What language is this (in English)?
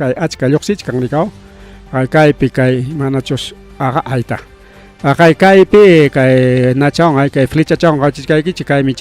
Ayacucho Quechua